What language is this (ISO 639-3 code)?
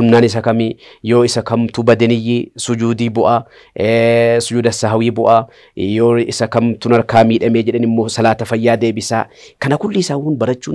orm